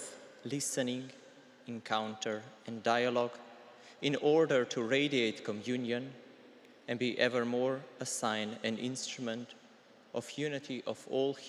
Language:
English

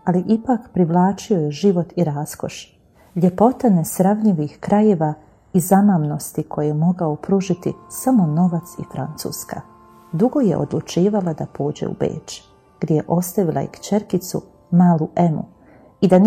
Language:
Bosnian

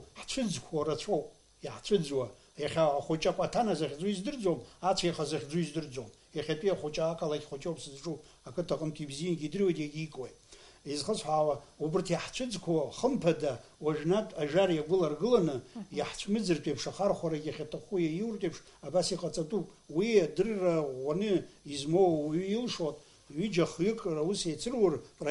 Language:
Abkhazian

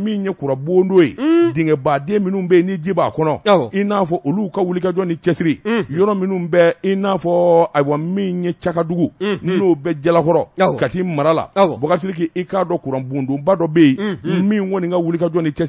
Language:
Bambara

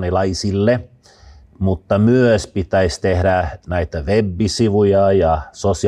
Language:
Finnish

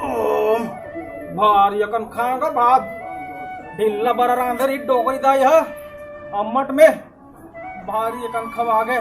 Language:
Chhattisgarhi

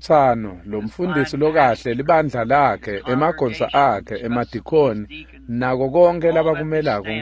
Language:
Swati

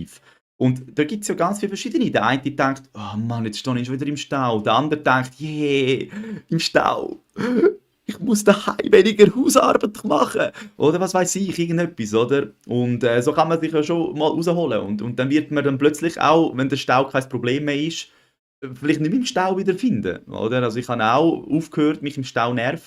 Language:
Swiss German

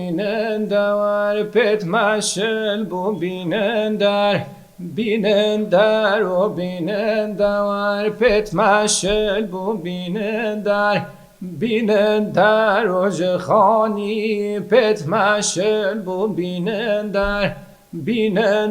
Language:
Kurdish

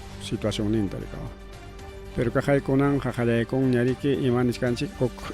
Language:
Ayacucho Quechua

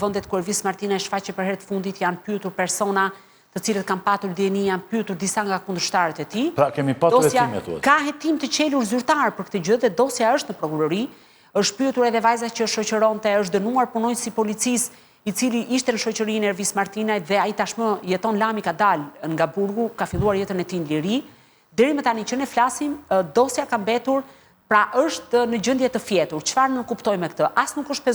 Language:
Albanian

